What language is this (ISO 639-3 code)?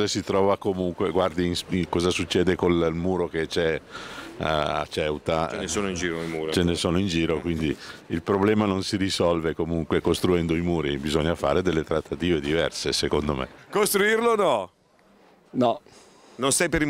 ita